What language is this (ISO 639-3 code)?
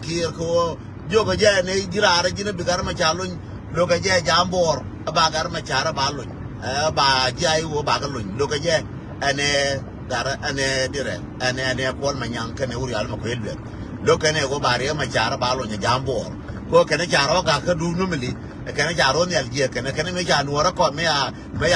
nus